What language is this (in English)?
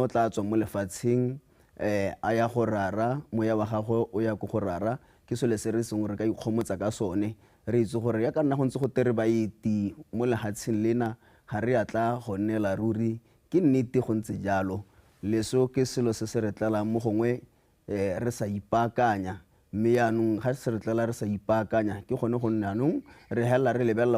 Tswana